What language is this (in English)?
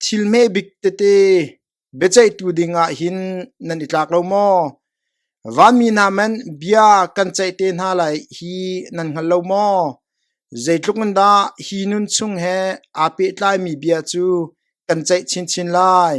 Hakha Chin